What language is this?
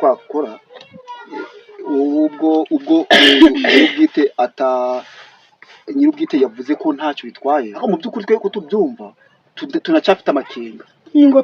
Kinyarwanda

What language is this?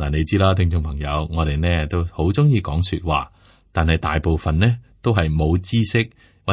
Cantonese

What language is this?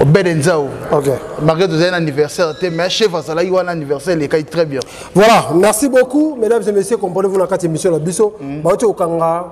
Lingala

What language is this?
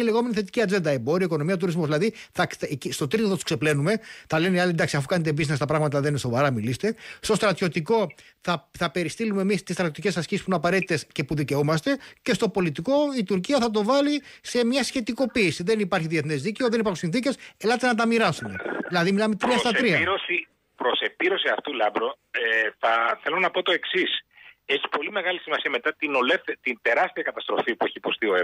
Greek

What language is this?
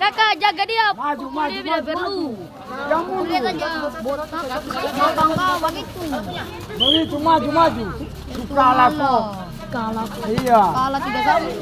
Ambonese Malay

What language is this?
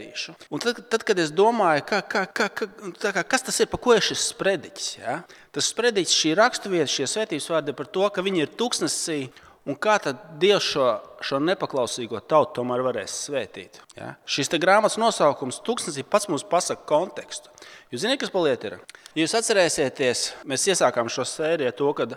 Latvian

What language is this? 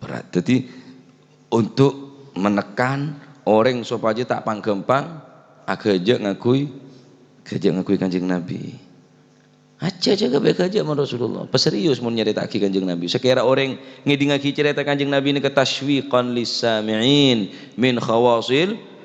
Madurese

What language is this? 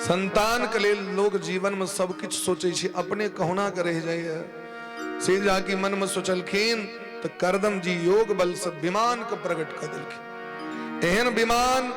Maithili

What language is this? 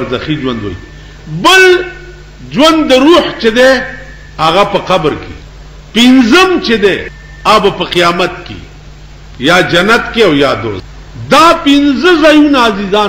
Pashto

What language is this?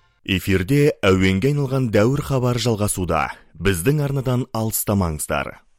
Kazakh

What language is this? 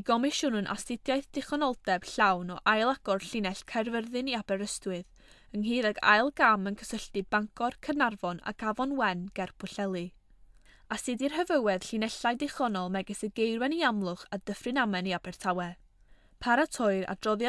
Welsh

